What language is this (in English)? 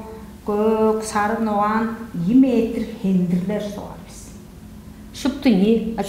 Tuvinian